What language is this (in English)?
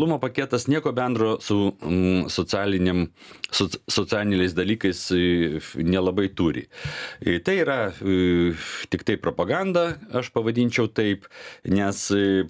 Lithuanian